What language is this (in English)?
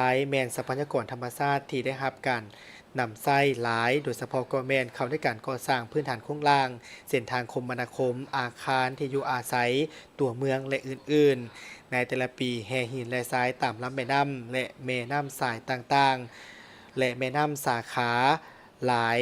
Lao